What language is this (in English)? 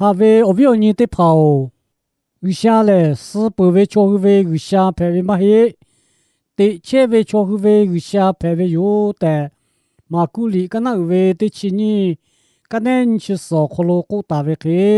Lahu